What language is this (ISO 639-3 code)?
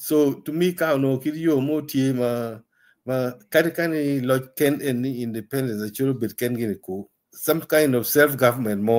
ach